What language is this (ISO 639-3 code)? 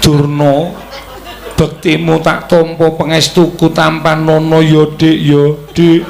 jav